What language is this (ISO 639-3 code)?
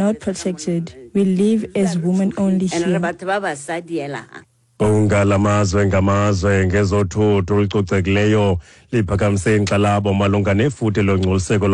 xho